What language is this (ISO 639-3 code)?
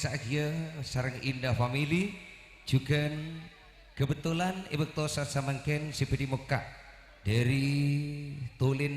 mad